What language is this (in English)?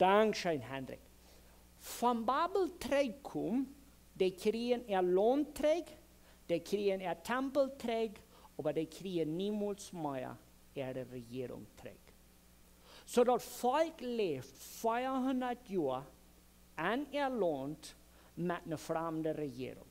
Plautdietsch